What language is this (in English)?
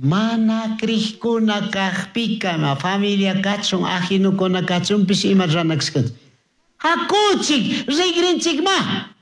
Chimborazo Highland Quichua